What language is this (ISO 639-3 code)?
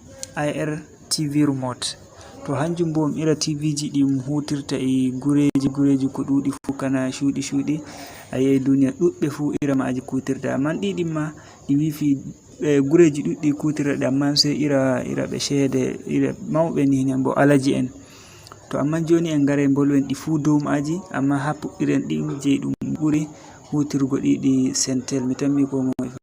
ful